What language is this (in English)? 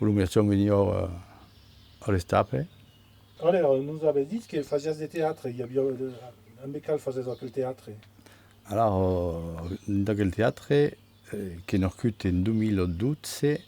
Occitan